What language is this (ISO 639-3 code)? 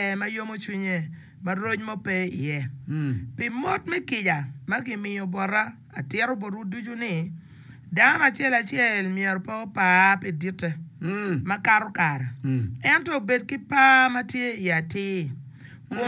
ach